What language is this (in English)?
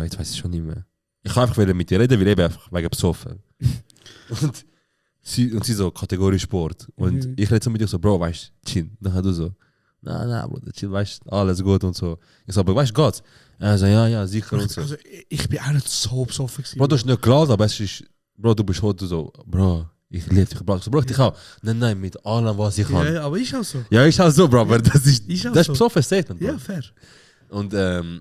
Swiss German